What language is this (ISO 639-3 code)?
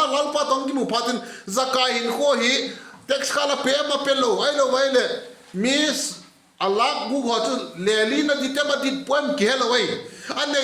vap